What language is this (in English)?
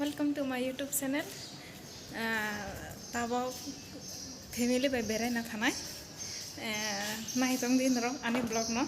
Kok Borok